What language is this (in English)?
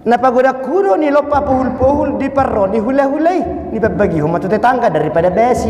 Batak Toba